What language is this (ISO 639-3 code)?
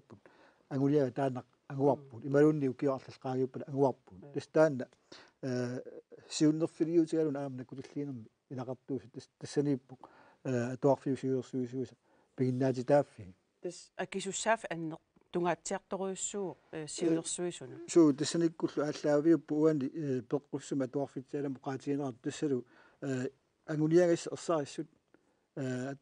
kal